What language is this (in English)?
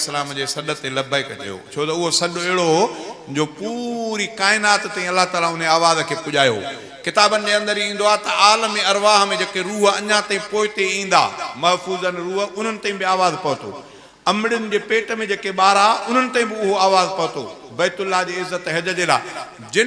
Sindhi